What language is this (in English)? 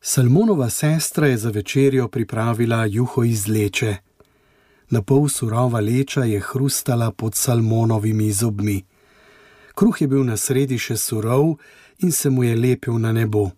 Slovenian